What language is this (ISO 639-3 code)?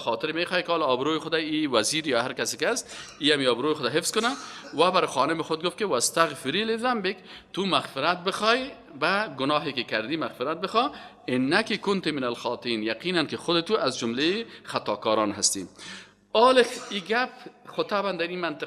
fas